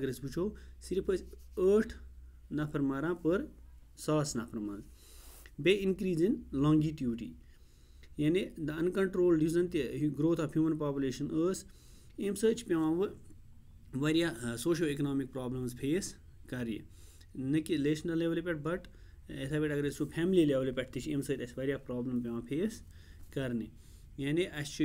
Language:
Kashmiri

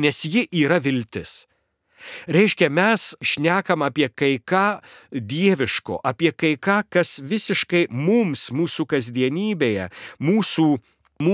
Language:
Lithuanian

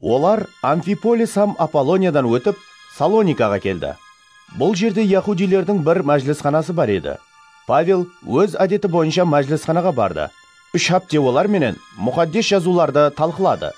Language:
Kara-Kalpak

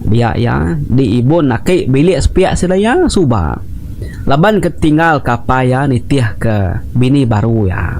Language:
Iban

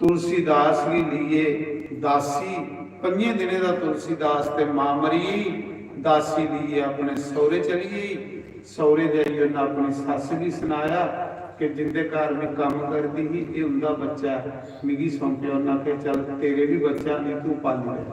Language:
Dogri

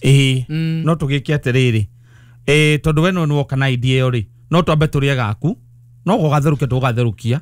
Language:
Kikuyu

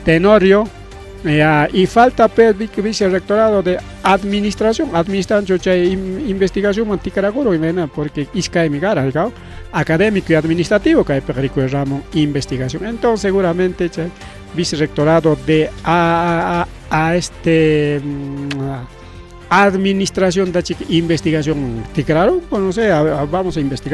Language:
Ayacucho Quechua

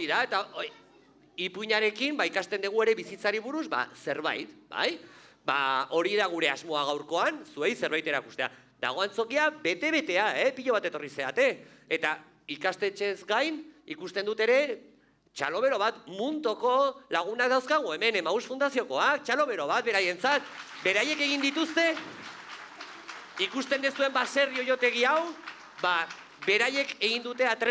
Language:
Basque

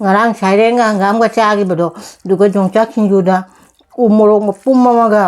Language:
Manipuri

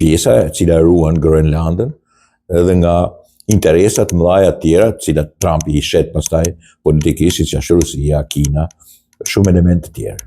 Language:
Albanian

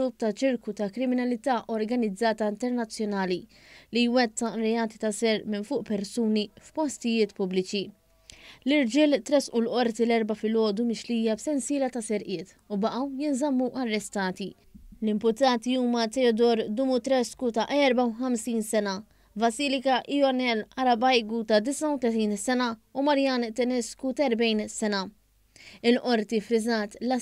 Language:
Maltese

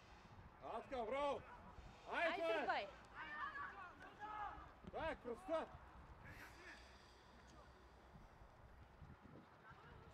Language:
Bulgarian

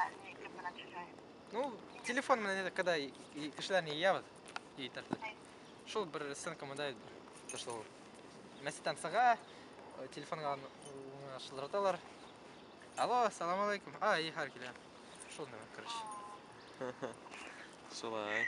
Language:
Bashkir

